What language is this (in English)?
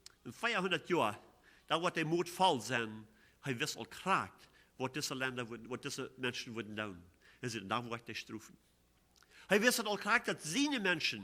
Plautdietsch